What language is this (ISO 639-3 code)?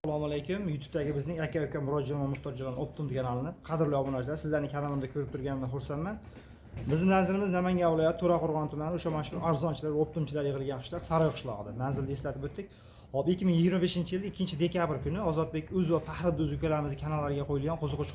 uzb